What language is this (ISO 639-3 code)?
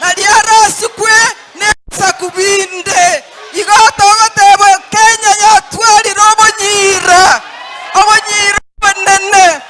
guz